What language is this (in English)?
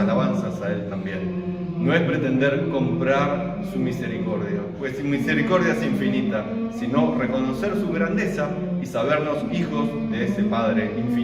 Ladino